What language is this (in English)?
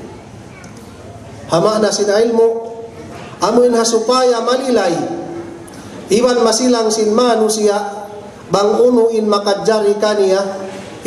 Tausug